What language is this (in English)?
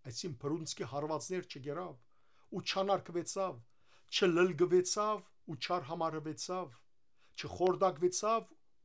Western Armenian